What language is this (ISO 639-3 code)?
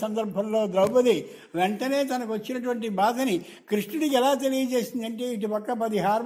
tel